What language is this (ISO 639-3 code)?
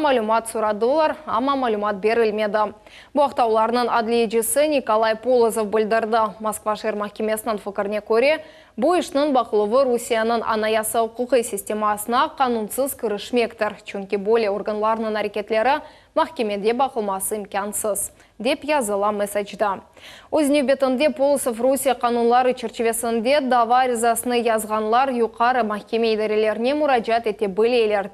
crh